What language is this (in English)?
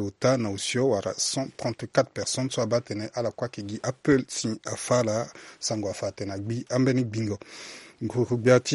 Sango